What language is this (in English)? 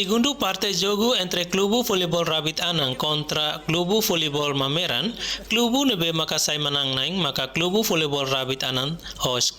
Tetum